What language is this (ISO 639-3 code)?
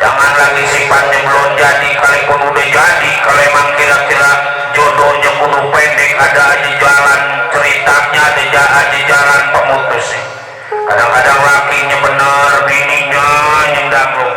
bew